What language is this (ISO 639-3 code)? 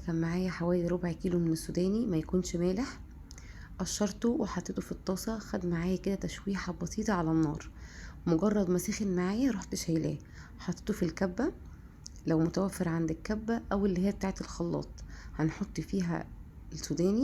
arz